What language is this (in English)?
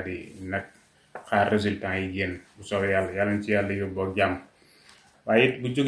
Wolof